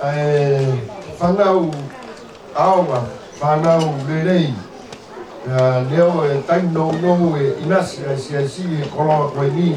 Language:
Tongan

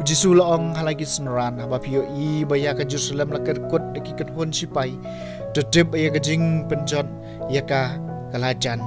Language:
Khasi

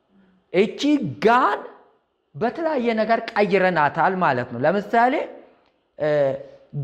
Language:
Amharic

